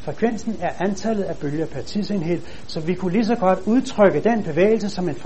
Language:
Danish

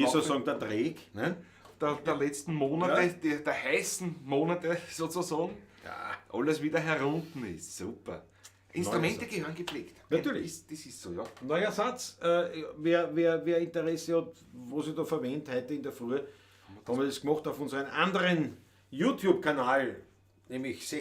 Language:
Bavarian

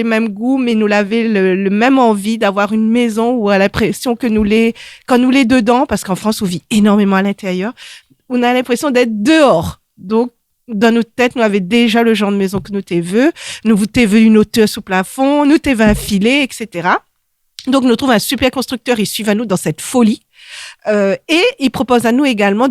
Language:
Réunion Creole French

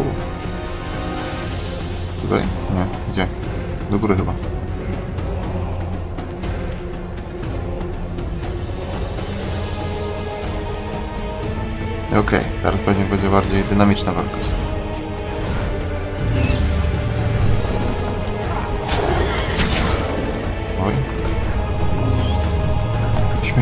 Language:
Polish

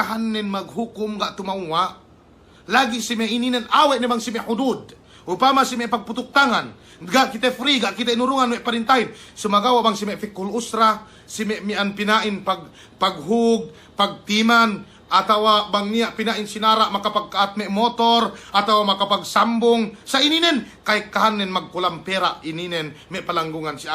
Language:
Yakan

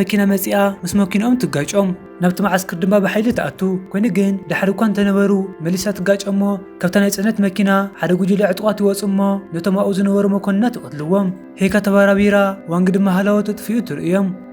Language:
Tigrinya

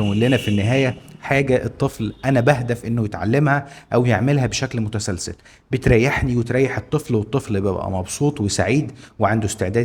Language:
Egyptian Arabic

